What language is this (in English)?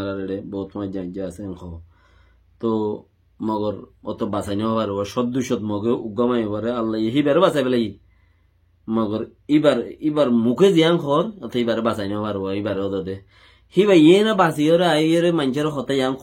Rohingya